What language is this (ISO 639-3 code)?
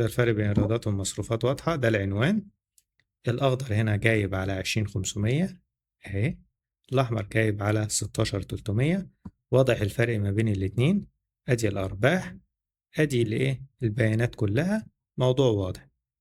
arz